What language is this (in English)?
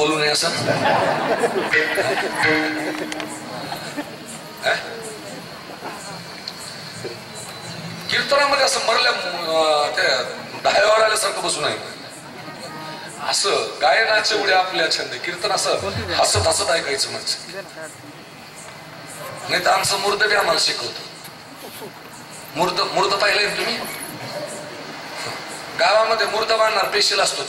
Marathi